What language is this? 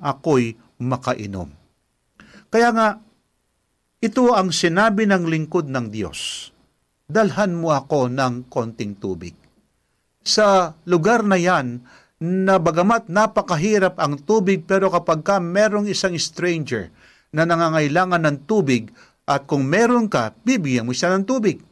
Filipino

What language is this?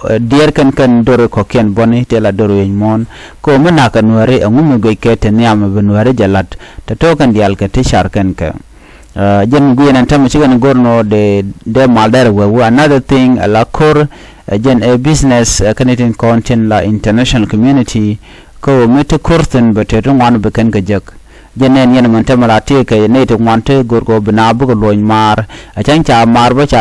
Nuer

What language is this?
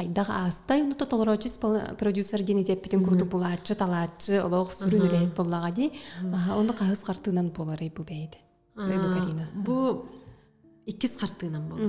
Yakut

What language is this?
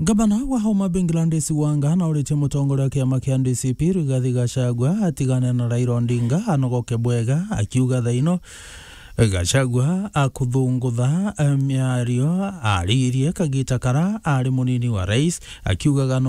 Meru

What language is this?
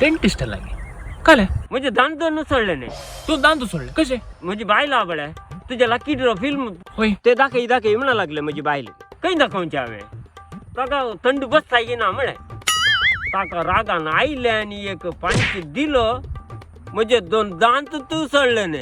Konkani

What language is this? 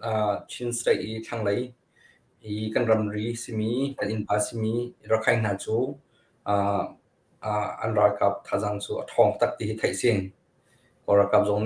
Hakha Chin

